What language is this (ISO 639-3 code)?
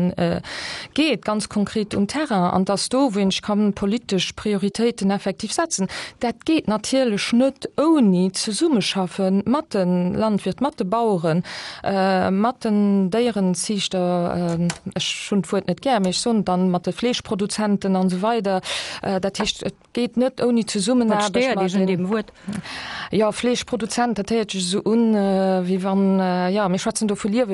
ltz